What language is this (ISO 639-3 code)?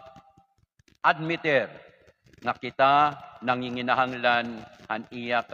war